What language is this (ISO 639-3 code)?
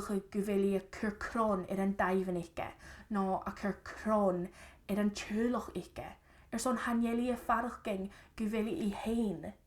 gla